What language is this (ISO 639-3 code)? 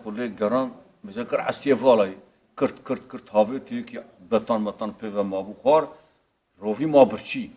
kur